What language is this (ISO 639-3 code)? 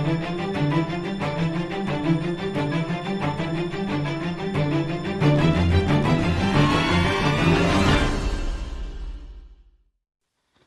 bug